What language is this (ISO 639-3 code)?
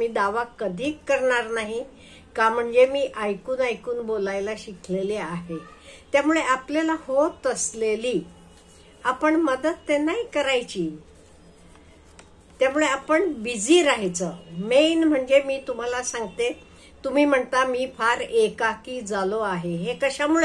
mar